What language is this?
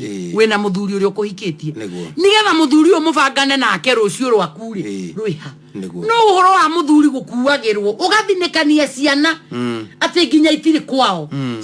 Kikuyu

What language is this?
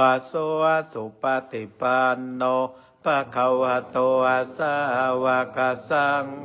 Pali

